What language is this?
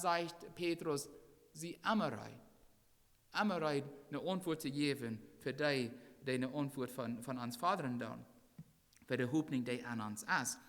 Plautdietsch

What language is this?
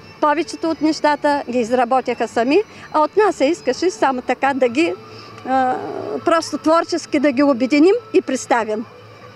Bulgarian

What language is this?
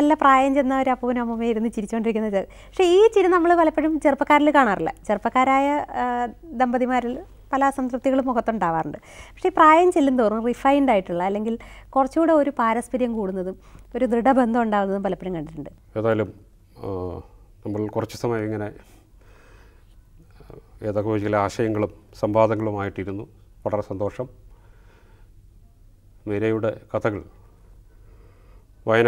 Malayalam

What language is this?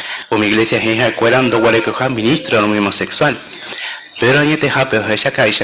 Guarani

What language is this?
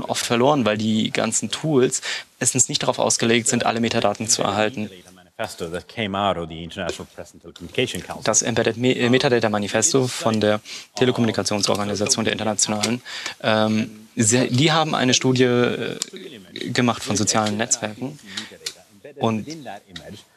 German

